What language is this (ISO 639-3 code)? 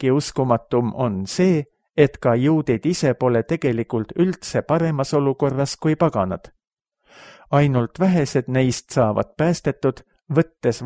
est